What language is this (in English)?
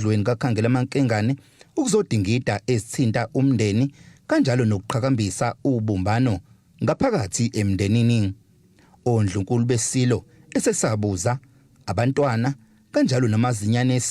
Zulu